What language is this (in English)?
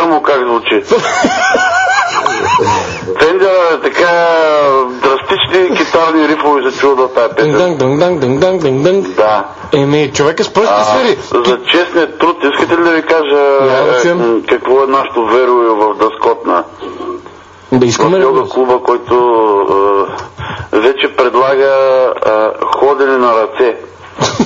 Bulgarian